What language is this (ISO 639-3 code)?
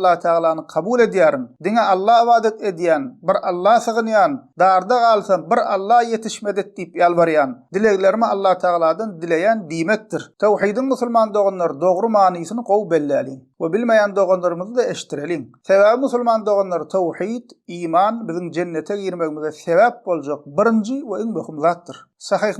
tuk